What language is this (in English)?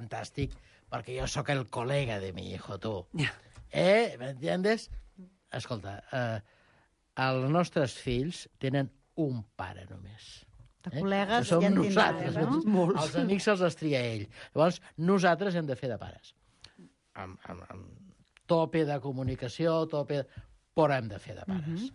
Catalan